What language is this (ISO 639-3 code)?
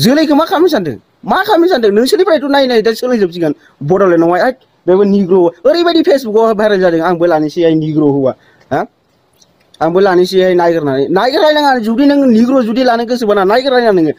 brx